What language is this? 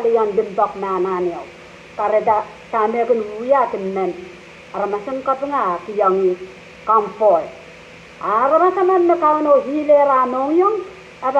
Pohnpeian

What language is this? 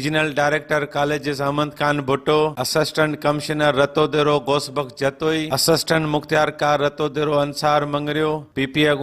Sindhi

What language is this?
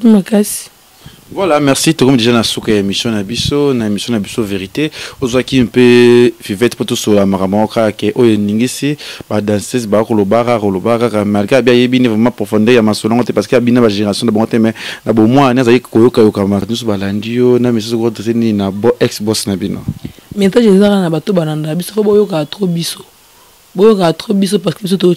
Lingala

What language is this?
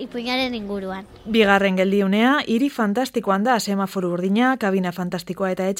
Basque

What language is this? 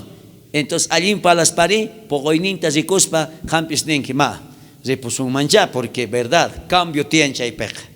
South Bolivian Quechua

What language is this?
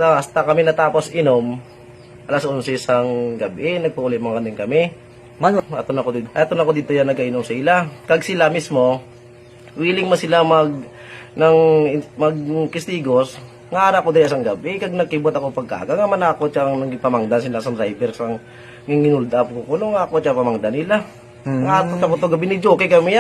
Hiligaynon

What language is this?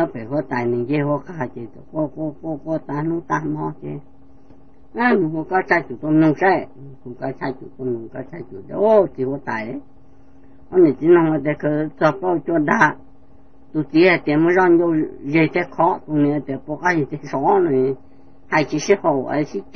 Hmong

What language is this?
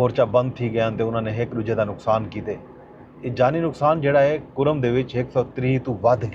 Saraiki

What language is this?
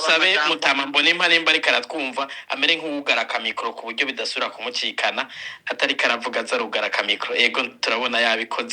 Rundi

